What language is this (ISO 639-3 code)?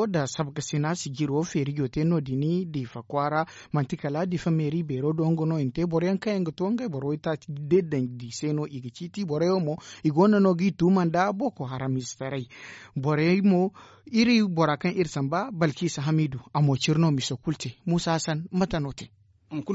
dje